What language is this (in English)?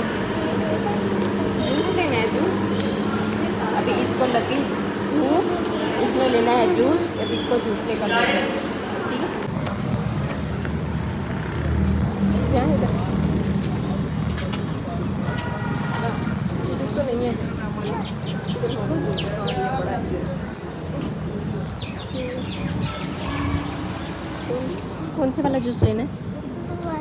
Hindi